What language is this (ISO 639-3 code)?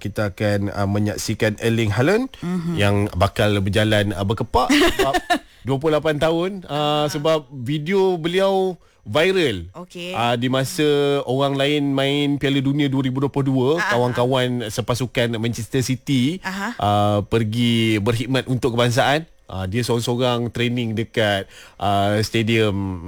msa